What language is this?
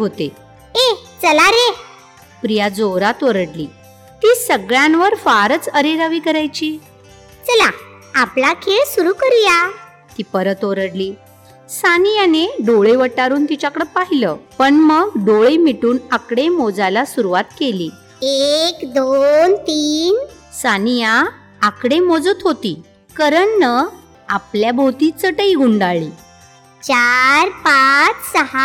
Marathi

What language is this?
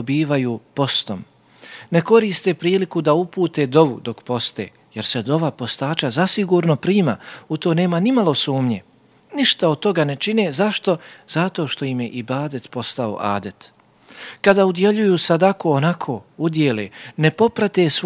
Bosnian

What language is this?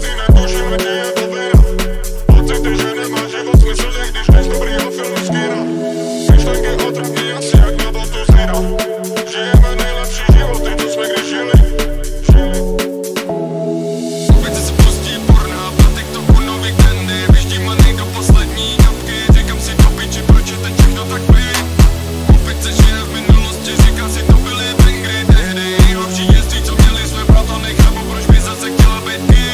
Czech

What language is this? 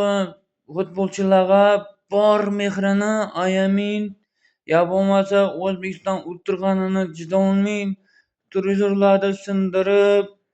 Uzbek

